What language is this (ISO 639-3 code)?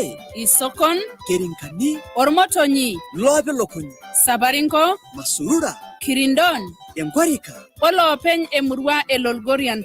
mas